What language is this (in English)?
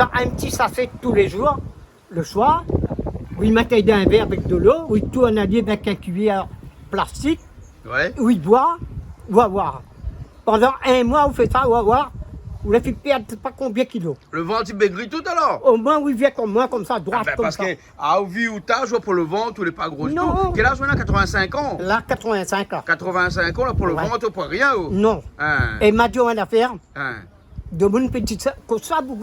Réunion Creole French